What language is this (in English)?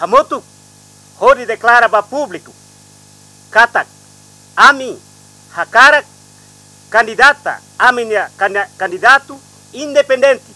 Tetum